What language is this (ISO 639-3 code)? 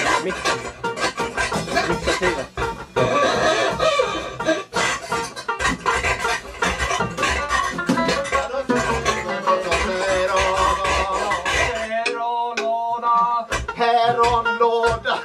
swe